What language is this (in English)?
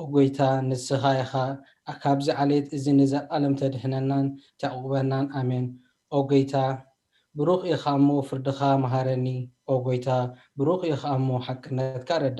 Tigrinya